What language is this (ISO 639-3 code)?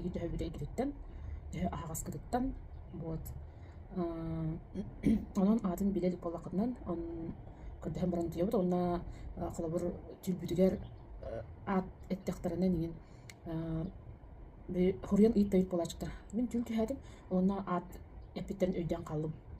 sah